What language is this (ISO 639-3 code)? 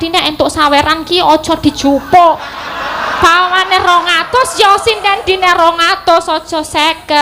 jav